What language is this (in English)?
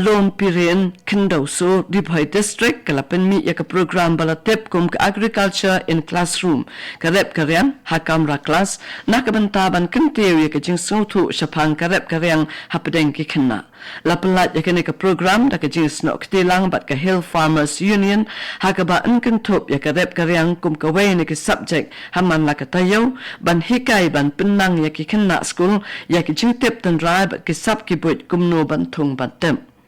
Khasi